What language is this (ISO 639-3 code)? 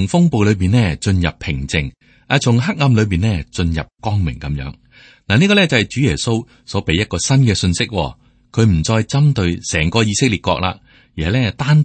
yue